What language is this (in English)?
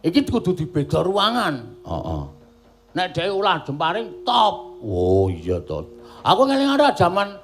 Javanese